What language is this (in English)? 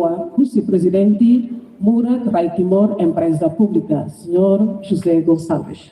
Tetum